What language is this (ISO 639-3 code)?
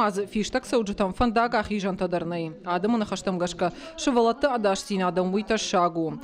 oss